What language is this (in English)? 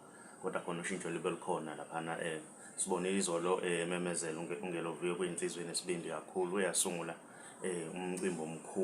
Zulu